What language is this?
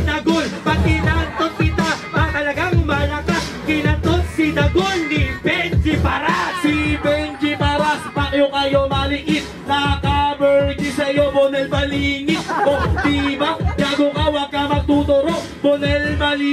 Filipino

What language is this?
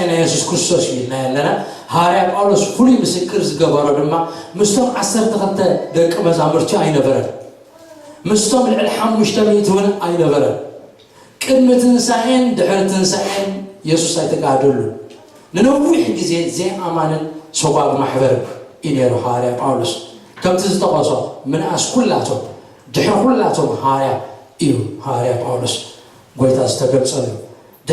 Tigrinya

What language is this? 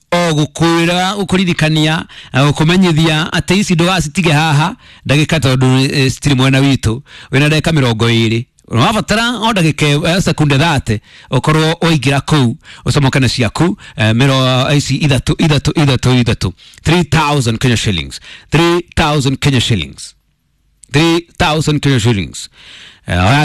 Kikuyu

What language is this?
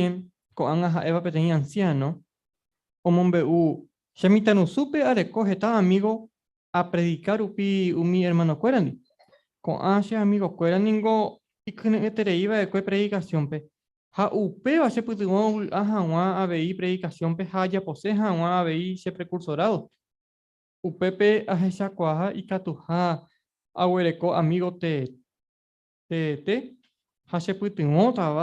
Guarani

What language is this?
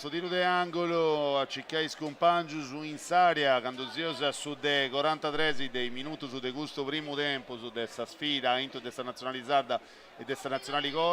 Sardinian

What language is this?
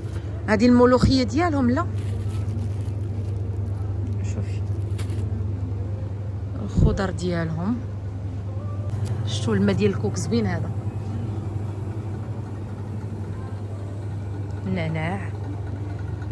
Moroccan Arabic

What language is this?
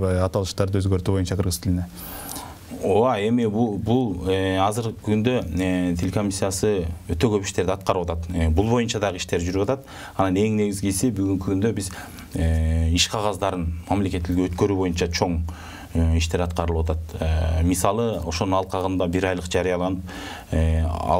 Kyrgyz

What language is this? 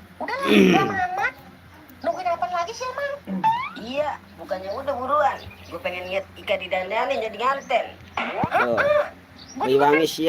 Betawi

